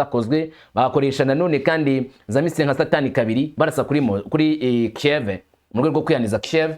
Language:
Kinyarwanda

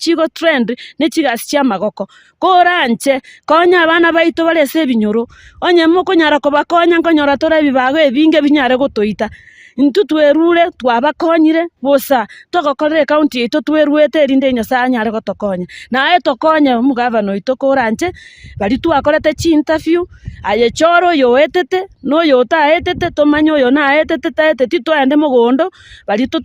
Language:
Gusii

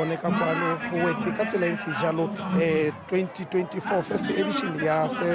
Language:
Tswana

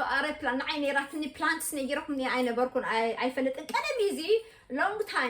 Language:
Tigrinya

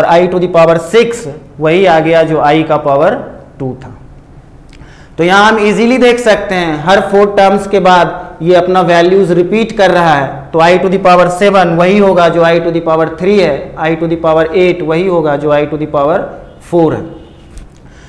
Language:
Hindi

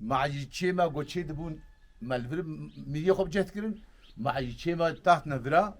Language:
Kurdish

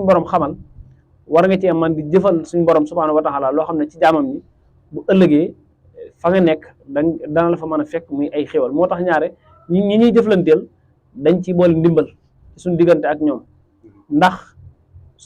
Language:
Wolof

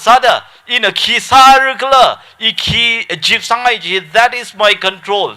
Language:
Tangkhul Naga (India)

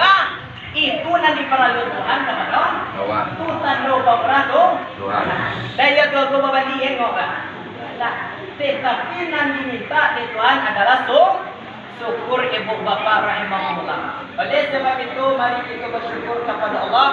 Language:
Minangkabau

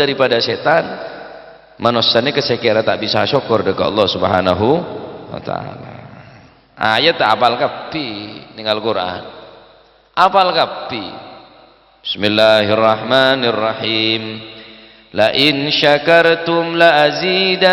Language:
Madurese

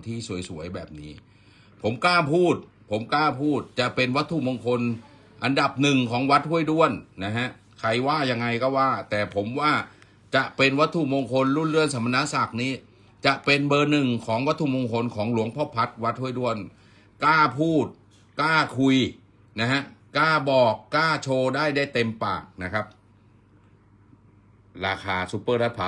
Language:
Thai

